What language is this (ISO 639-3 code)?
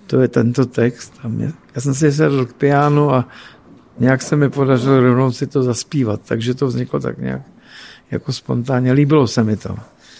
ces